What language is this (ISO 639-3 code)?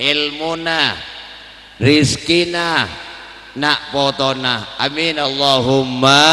mad